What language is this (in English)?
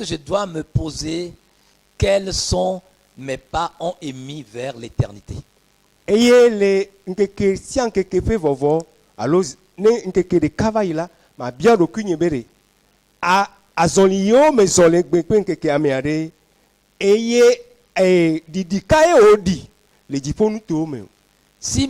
Ewe